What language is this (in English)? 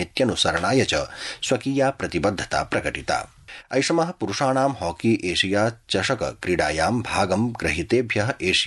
Sanskrit